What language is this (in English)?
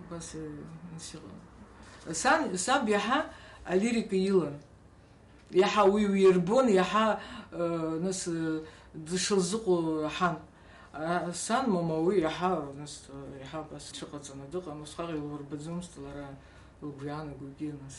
Abkhazian